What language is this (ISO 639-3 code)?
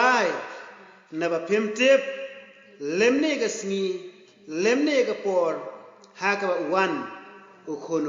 kha